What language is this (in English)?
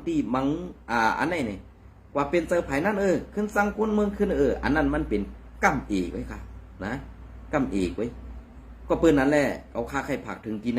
Shan